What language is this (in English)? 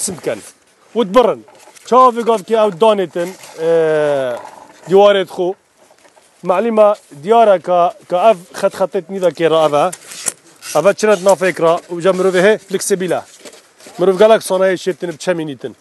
Kurdish